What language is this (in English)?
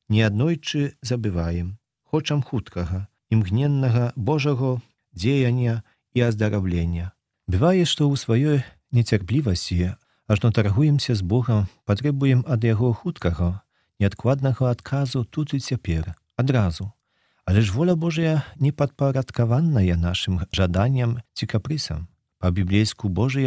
Belarusian